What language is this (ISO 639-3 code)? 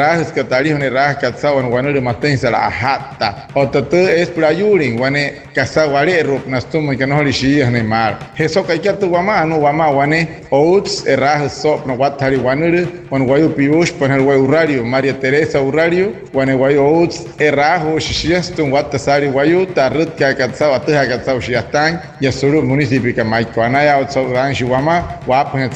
guc